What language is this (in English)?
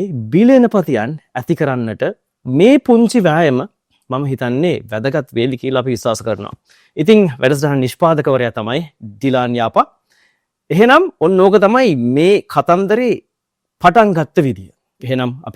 Sinhala